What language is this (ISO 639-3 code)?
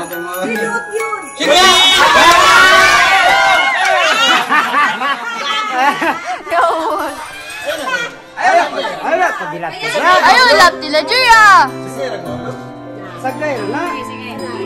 fil